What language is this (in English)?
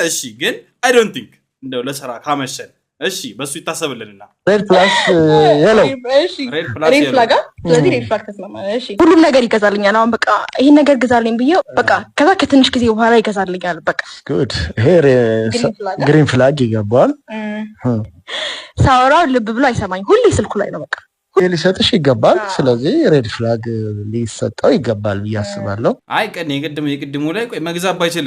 Amharic